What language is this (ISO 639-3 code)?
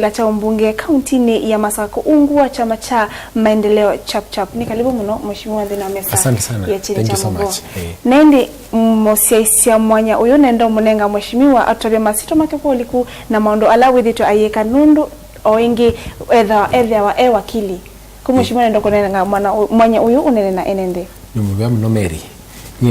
kam